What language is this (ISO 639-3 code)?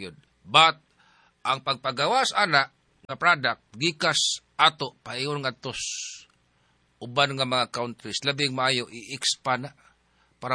ceb